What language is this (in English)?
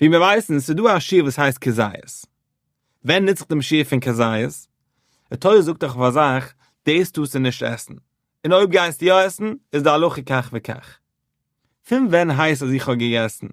Yiddish